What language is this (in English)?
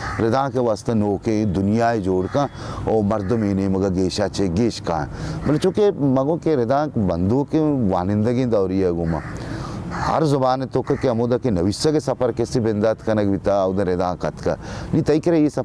Baluchi